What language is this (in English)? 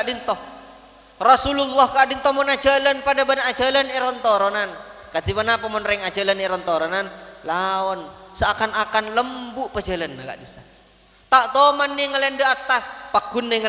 Madurese